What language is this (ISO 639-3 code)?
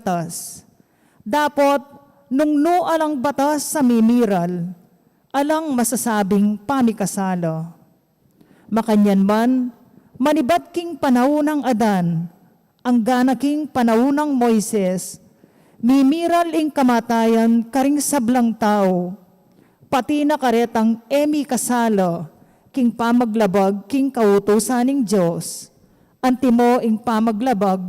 pam